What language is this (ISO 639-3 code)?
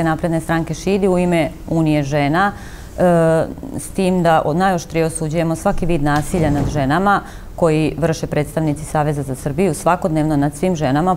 srp